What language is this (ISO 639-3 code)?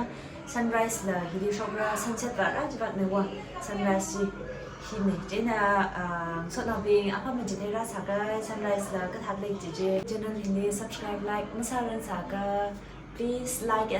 nmf